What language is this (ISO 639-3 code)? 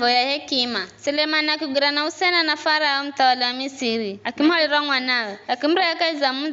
nyf